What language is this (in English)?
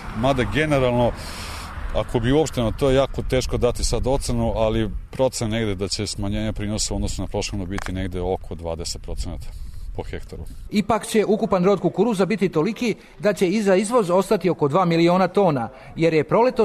Serbian